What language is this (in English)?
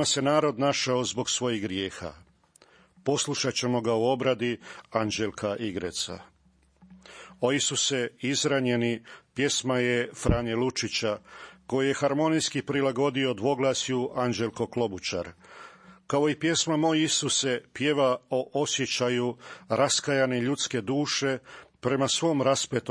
Croatian